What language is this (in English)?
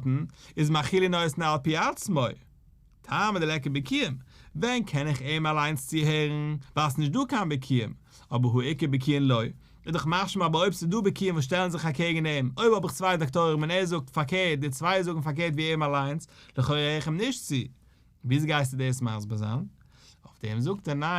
Yiddish